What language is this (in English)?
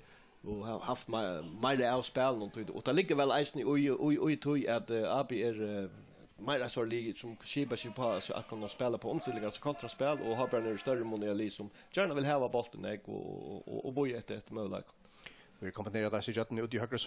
Faroese